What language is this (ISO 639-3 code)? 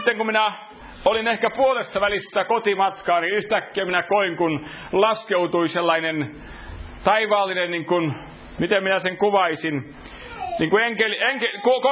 fin